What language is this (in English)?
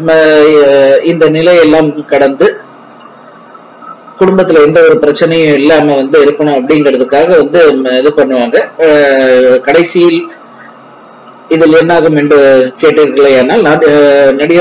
Tamil